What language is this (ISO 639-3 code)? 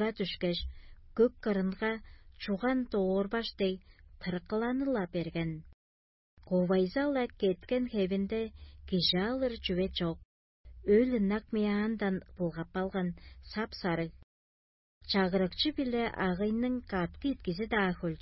tyv